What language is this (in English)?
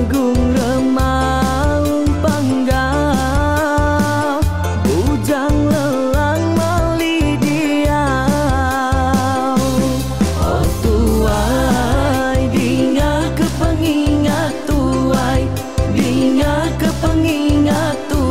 Iban